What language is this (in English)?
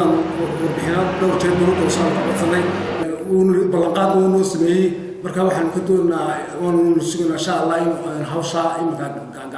Somali